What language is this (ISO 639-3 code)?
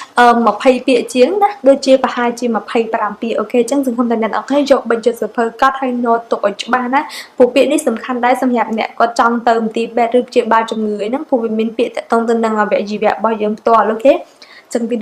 khm